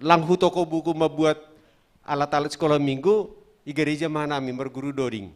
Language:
Batak Simalungun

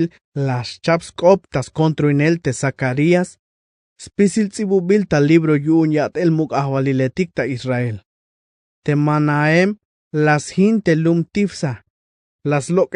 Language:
Tzeltal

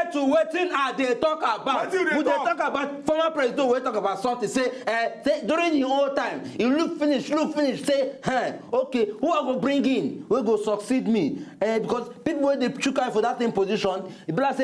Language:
Nigerian Pidgin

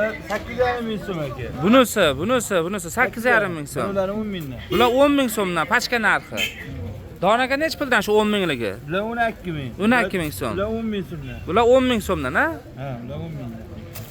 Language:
Uzbek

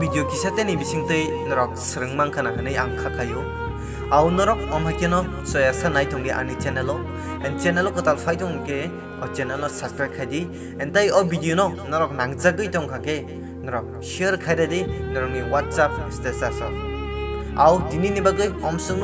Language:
Kok Borok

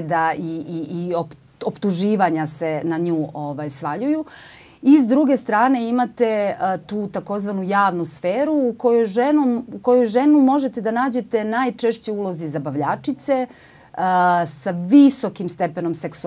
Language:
Serbian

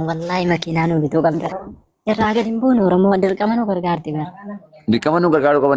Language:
Oromo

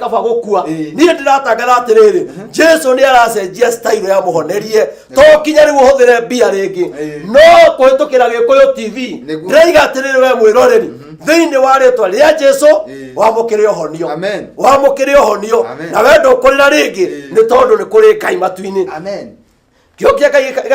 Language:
Kikuyu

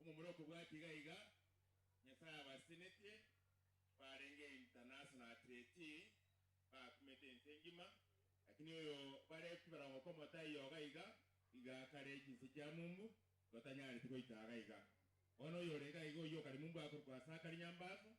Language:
Gusii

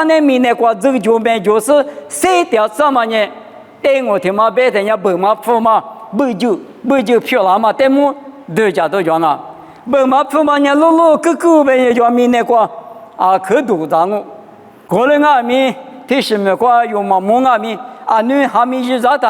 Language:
Lisu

